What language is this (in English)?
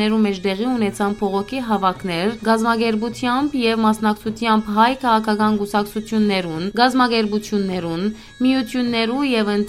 Western Armenian